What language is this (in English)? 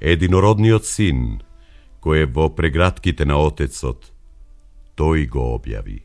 Macedonian